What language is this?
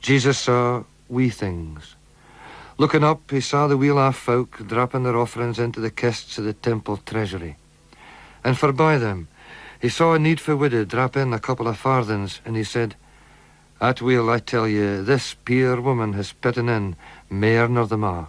Scots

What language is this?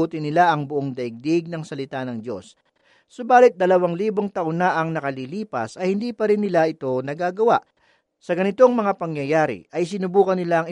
Filipino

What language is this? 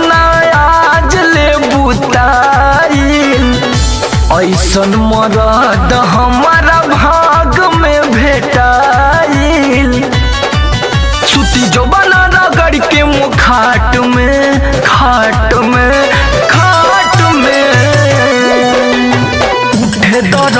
Bhojpuri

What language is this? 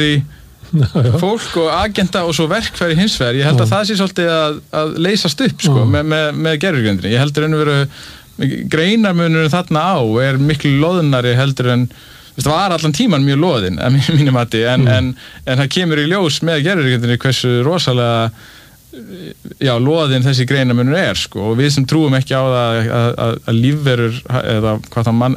Icelandic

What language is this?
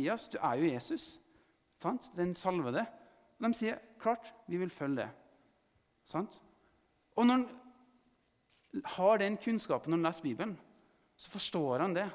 Norwegian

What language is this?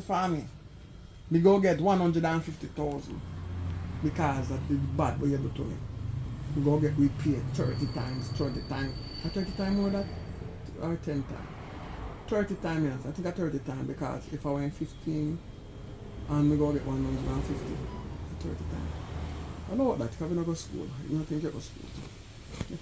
Jamaican Creole English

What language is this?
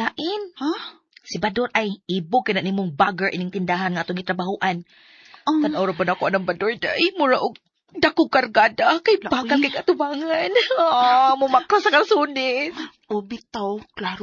Cebuano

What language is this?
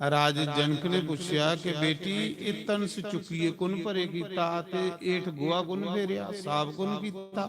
Dogri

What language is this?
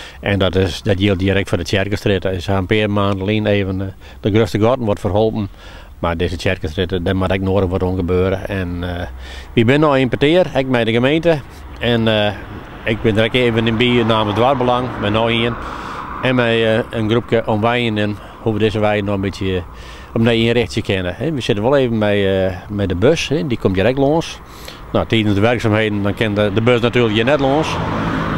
Western Frisian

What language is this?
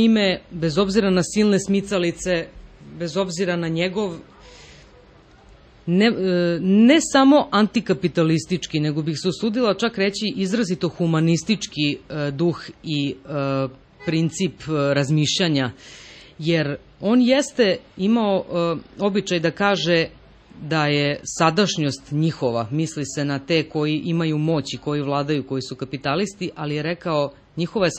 Serbian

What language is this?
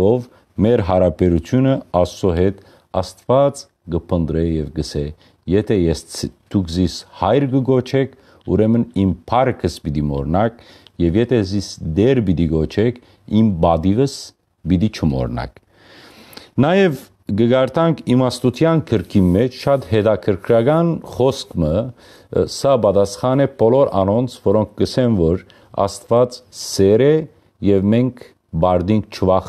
Western Armenian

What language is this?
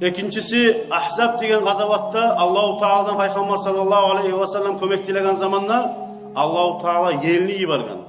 Kumyk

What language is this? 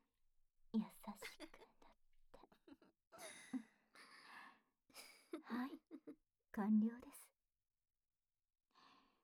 Japanese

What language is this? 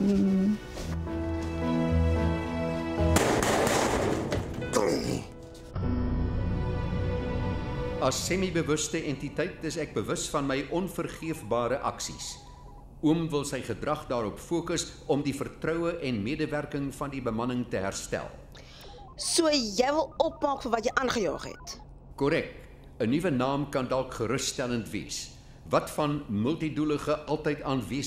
Afrikaans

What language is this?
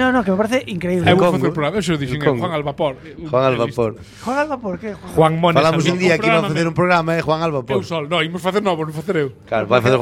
Galician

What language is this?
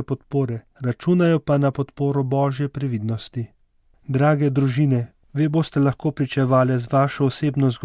Slovenian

